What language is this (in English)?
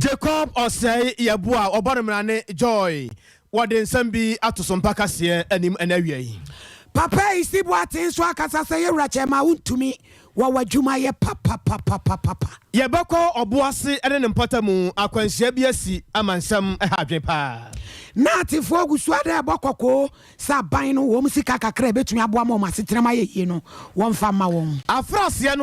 Akan